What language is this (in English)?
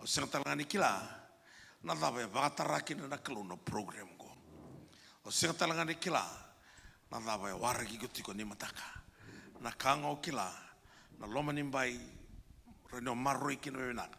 Fijian